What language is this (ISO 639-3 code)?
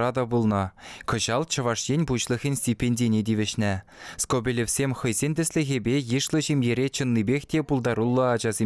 chv